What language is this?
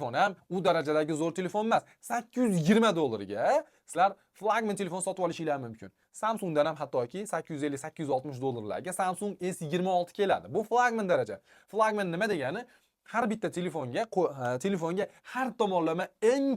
Uzbek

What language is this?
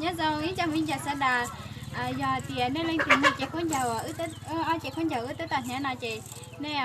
Hmong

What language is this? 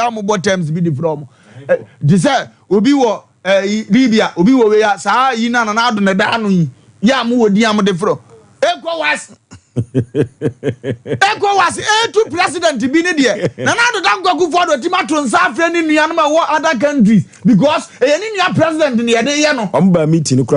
Akan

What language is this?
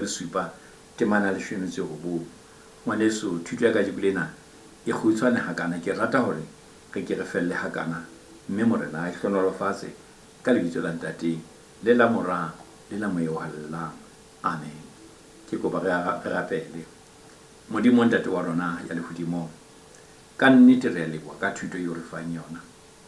Southern Sotho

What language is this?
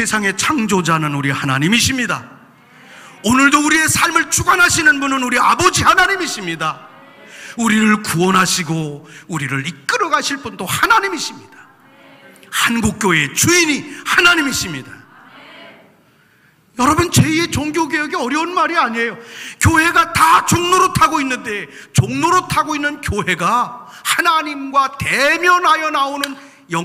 Korean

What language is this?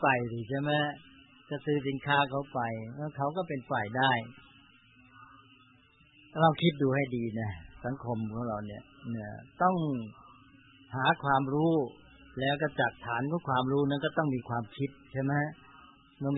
Thai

